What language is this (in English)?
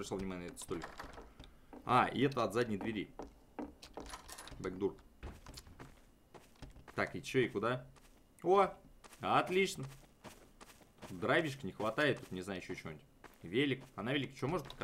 Russian